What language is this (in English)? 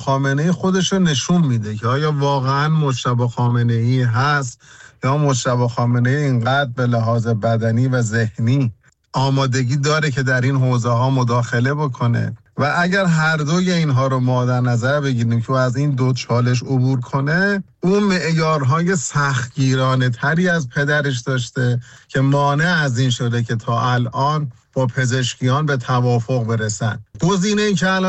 Persian